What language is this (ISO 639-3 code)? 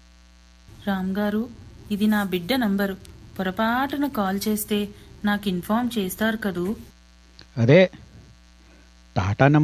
tel